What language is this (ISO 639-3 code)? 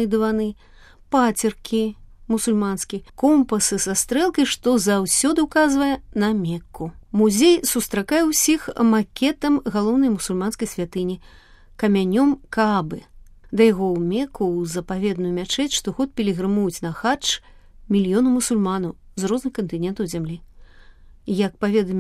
bel